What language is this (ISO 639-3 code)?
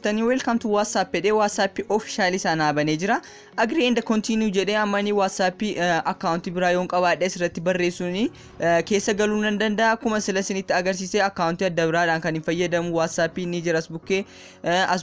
orm